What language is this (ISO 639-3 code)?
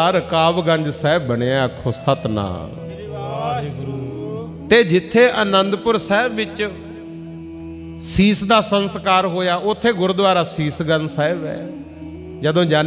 pan